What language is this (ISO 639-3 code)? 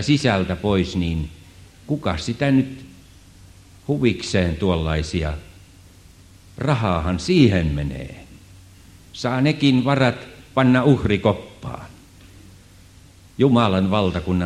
fin